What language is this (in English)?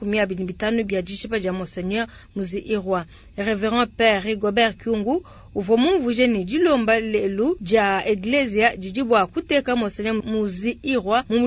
Luba-Lulua